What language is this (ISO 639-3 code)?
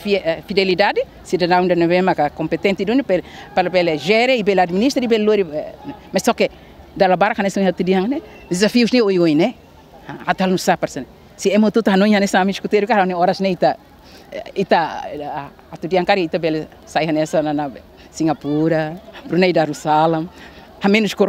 tet